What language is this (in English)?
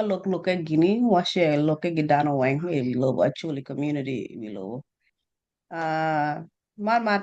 Acoli